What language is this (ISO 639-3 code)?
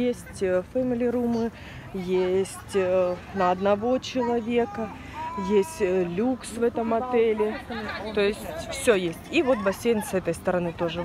rus